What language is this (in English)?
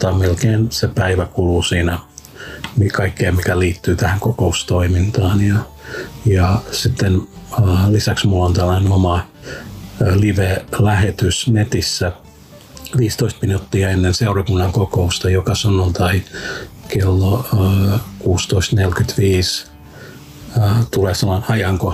Finnish